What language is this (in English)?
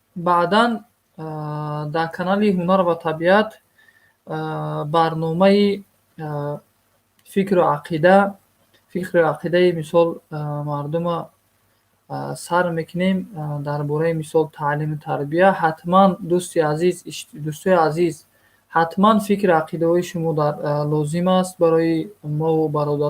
Tajik